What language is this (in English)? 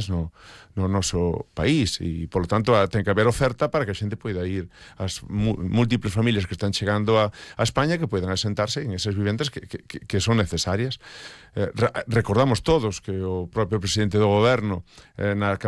Galician